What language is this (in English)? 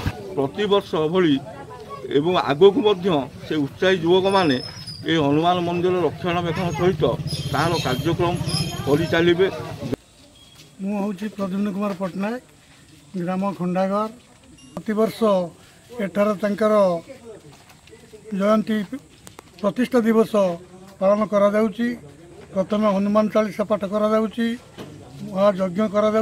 Odia